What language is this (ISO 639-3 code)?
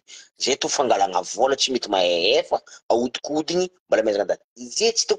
mlg